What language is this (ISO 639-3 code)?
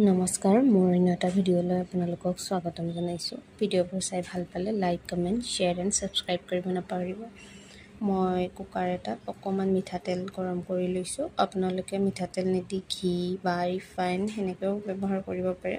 asm